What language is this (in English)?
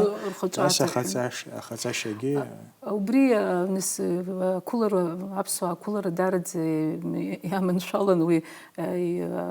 Abkhazian